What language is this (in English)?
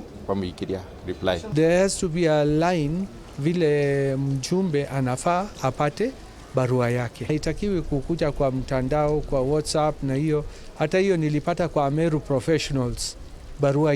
Meru